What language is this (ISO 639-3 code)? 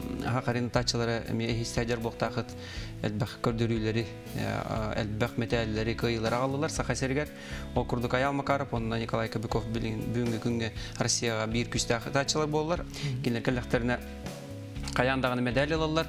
sah